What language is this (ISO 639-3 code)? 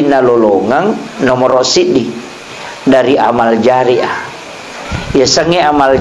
bug